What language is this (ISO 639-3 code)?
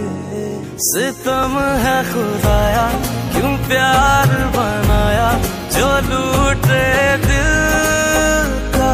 hin